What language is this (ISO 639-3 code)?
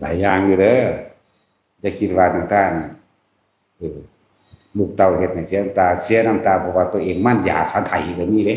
tts